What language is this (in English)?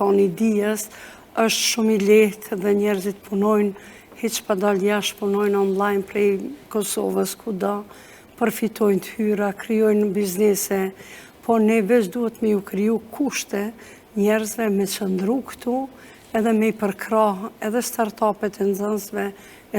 Albanian